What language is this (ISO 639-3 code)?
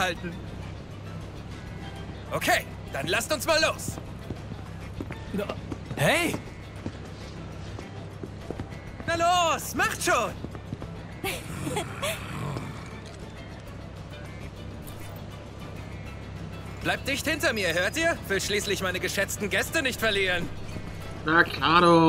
deu